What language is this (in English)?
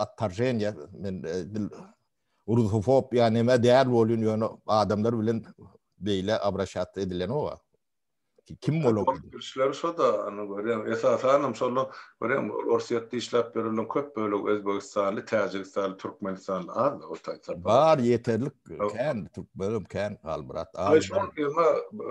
Turkmen